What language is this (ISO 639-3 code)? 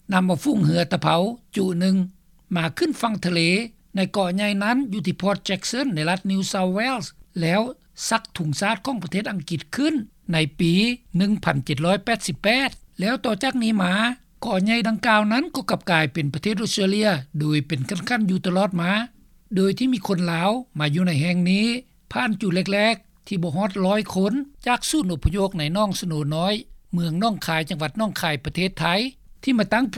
lao